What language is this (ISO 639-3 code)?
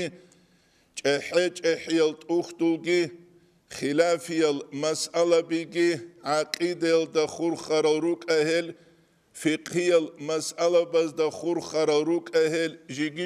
ava